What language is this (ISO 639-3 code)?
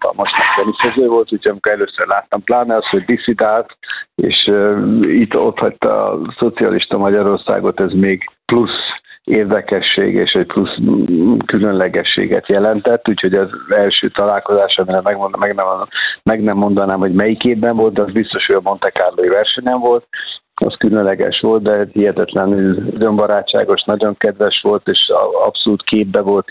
hun